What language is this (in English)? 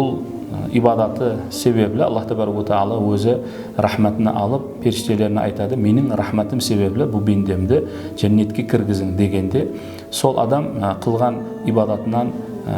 Kara-Kalpak